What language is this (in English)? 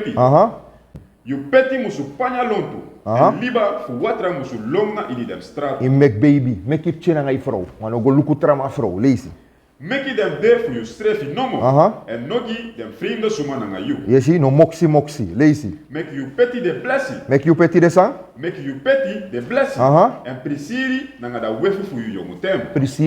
Sranan Tongo